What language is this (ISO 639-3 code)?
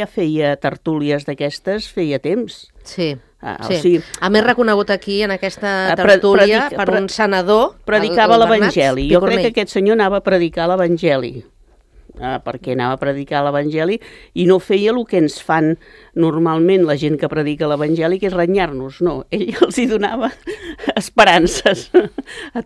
cat